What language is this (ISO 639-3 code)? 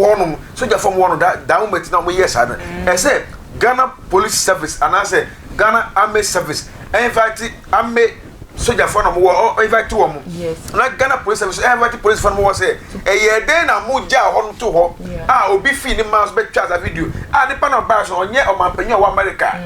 aka